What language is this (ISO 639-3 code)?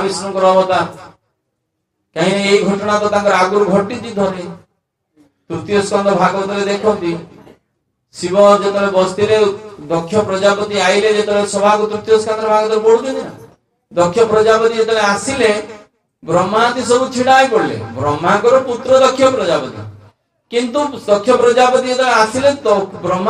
ori